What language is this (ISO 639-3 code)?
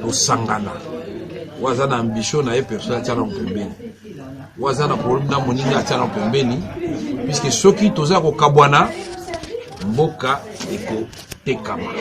lin